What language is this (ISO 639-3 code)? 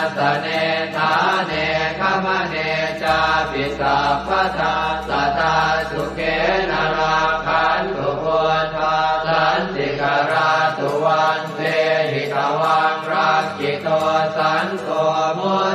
pli